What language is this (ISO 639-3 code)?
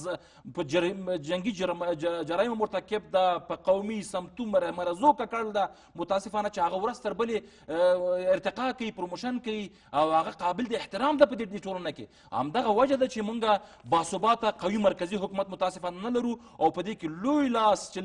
pus